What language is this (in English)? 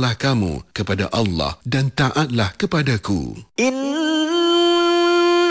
Malay